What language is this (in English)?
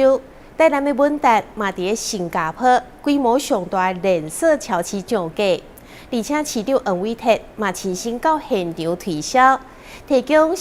Min Nan Chinese